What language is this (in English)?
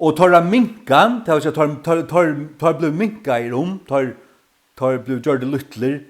Faroese